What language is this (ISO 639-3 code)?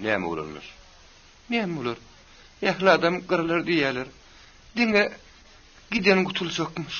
tuk